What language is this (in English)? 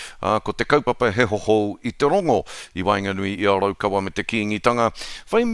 Māori